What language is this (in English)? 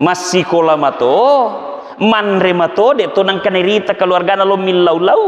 Buginese